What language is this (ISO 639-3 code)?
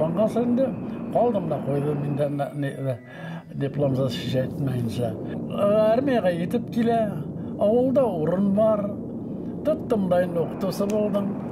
bak